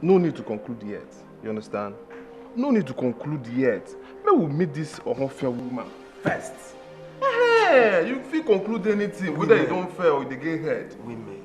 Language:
Nigerian Pidgin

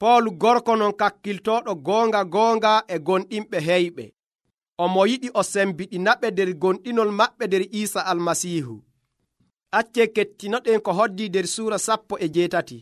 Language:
Nigerian Fulfulde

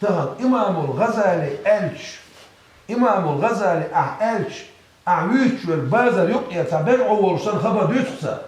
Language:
Chechen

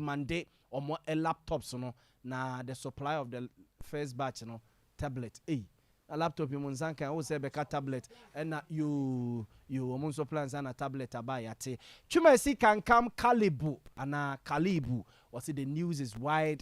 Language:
Akan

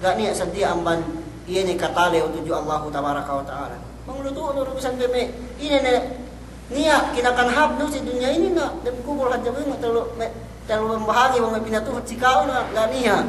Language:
Yakan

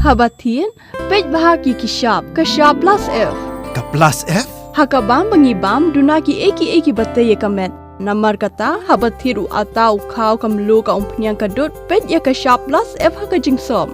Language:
Khasi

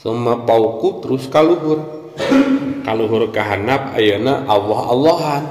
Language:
Sundanese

